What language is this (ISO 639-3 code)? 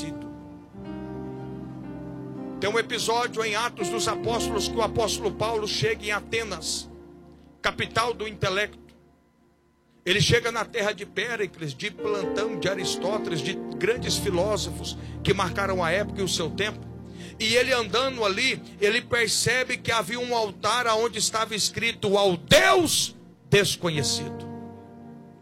por